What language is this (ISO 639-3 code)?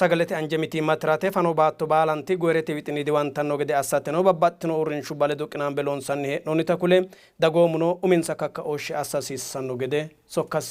sid